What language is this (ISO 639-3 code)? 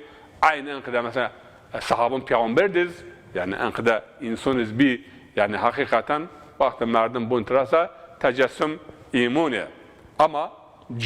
zza